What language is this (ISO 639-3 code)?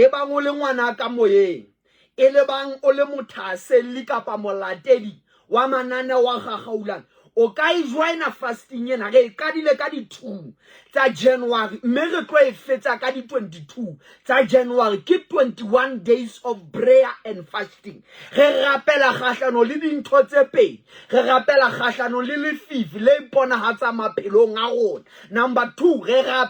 sot